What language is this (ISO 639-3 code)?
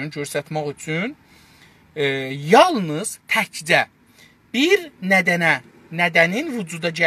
azb